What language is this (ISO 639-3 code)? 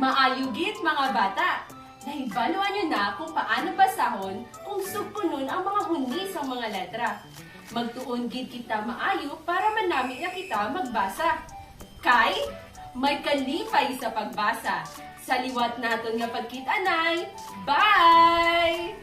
hil